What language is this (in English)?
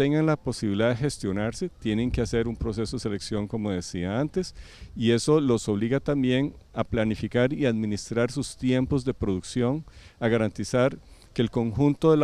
Spanish